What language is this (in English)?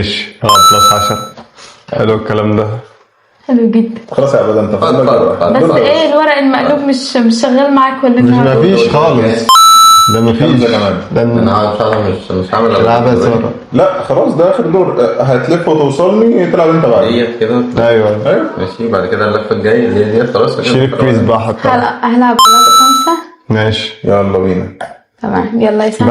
Egyptian Arabic